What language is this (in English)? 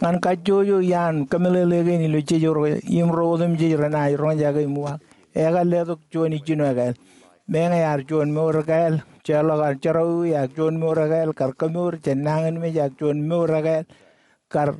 Marshallese